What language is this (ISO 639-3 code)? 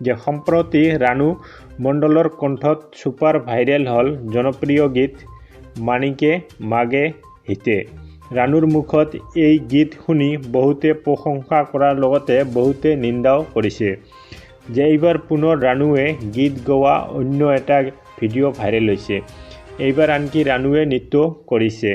asm